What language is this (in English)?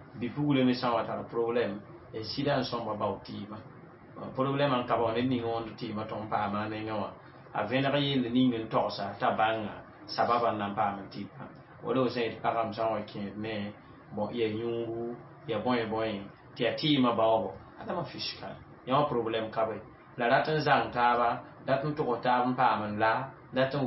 Mossi